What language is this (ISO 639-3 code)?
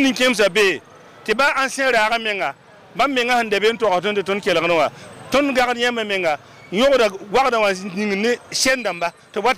mos